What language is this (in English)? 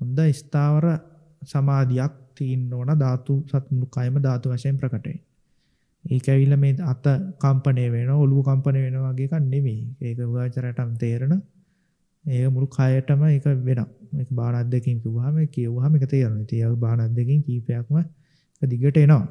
Sinhala